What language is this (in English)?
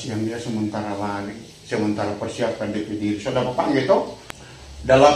Manado Malay